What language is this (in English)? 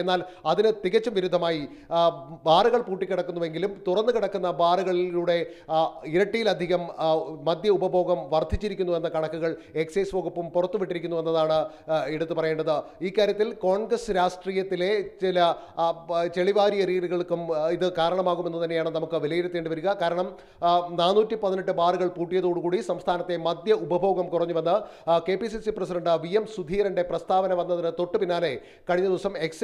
Malayalam